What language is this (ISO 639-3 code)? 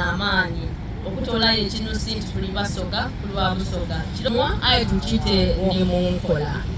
xog